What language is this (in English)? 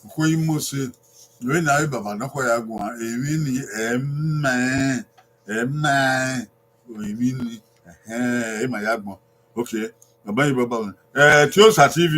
Bini